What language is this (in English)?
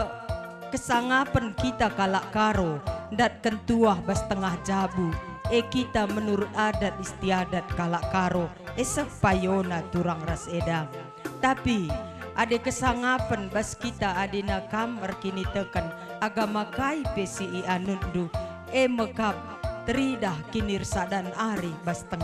Batak Karo